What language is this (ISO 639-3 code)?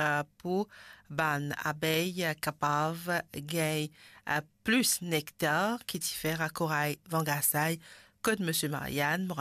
mfe